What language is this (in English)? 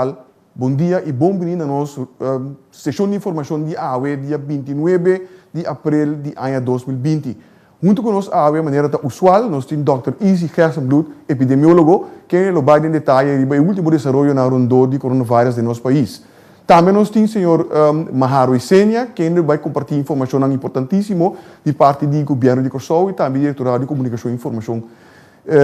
Papiamento